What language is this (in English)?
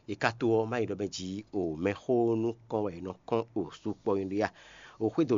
Fon